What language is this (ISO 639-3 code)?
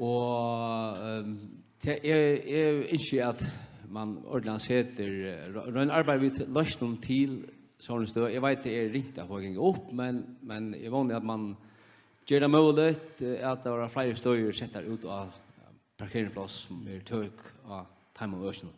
fao